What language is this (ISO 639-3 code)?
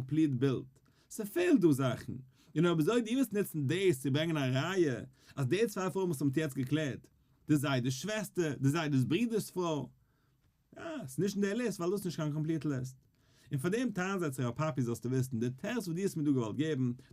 yid